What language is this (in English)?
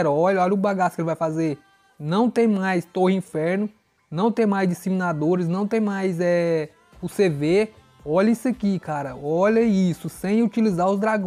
Portuguese